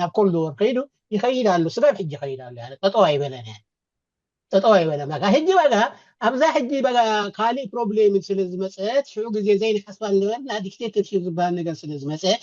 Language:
Tigrinya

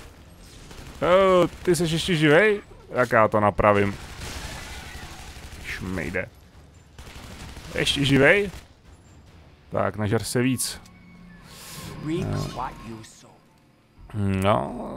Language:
Czech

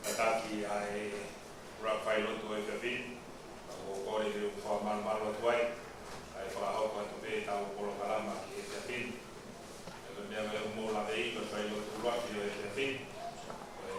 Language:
Tongan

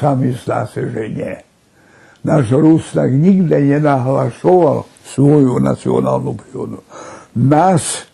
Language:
Rusyn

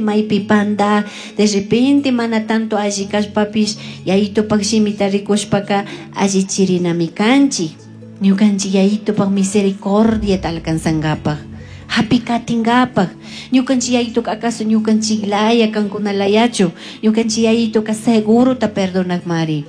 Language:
Chimborazo Highland Quichua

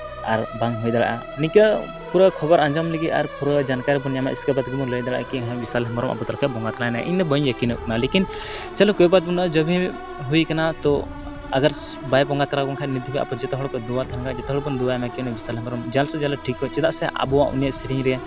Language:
Santali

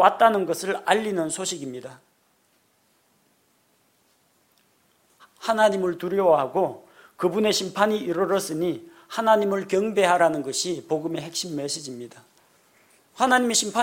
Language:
Korean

